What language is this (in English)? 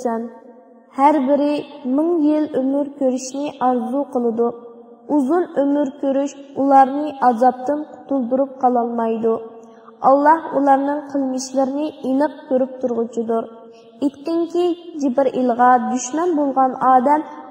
Uyghur